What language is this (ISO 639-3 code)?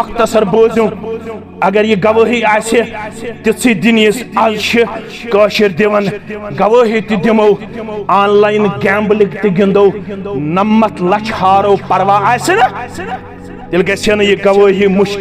kas